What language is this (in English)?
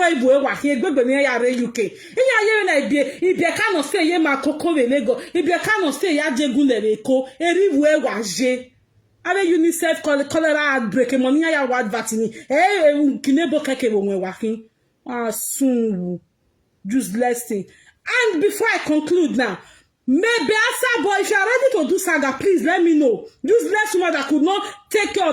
Nigerian Pidgin